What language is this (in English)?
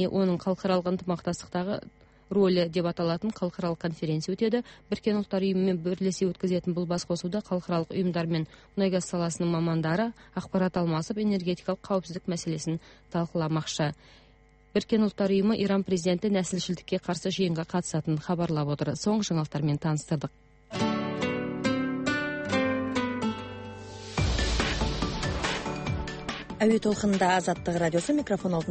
Kazakh